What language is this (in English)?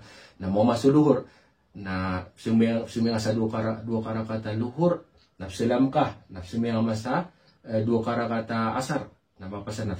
Maranao